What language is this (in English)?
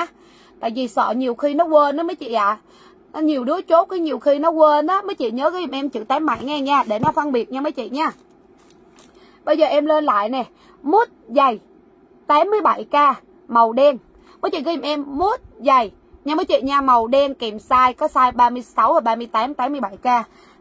Vietnamese